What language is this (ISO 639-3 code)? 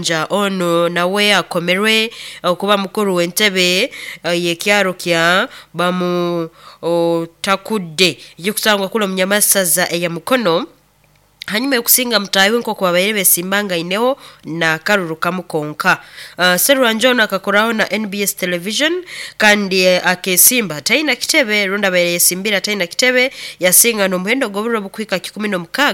nyo